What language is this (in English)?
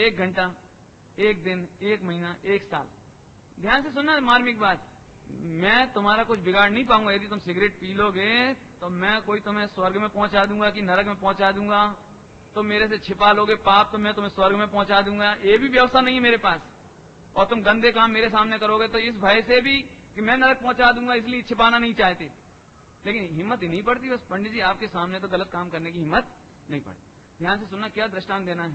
Hindi